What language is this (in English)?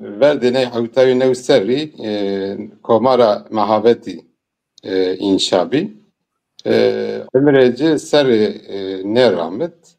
Zaza